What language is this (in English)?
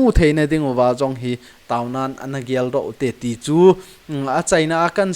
Thado Chin